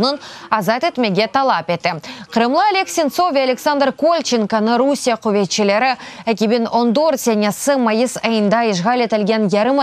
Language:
Crimean Tatar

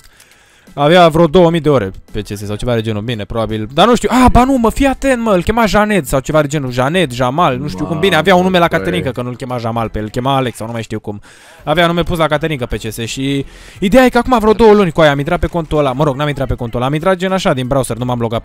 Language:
Romanian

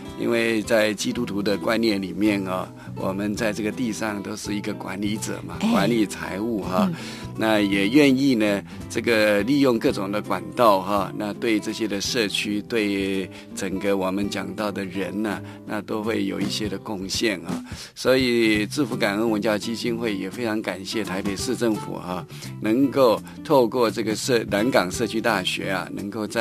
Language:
Chinese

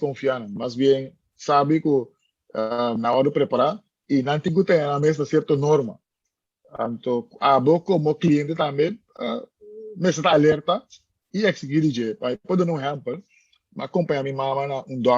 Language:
Papiamento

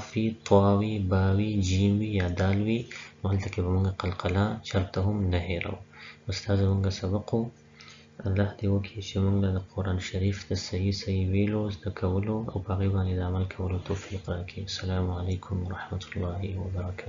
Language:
Pashto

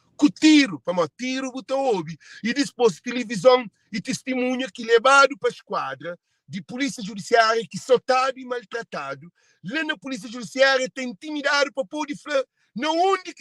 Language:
Kabuverdianu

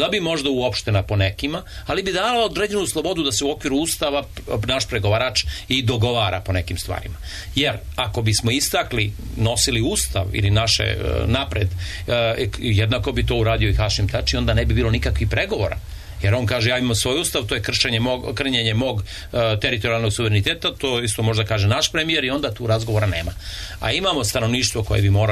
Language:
Serbian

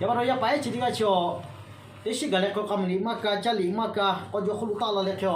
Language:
Lahu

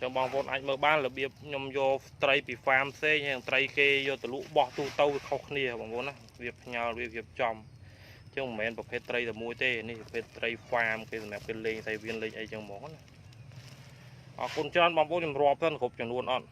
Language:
Khmer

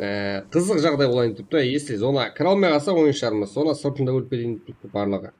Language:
Kara-Kalpak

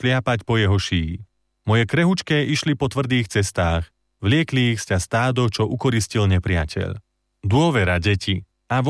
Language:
Slovak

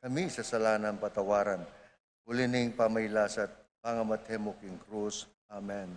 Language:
Pampanga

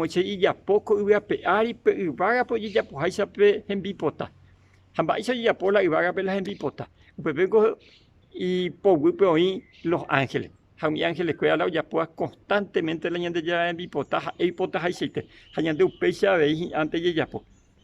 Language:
Guarani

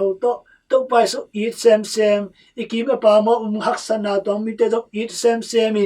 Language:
Tedim Chin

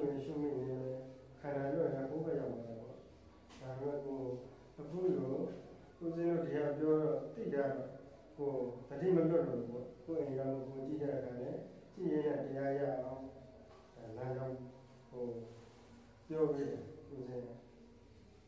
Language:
Burmese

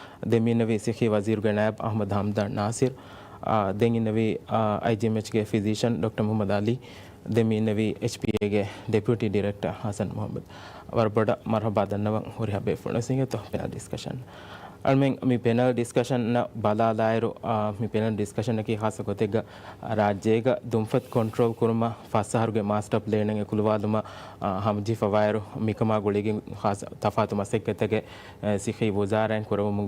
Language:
Divehi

